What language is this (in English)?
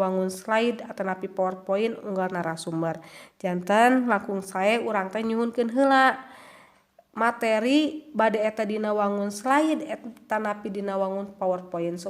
Sundanese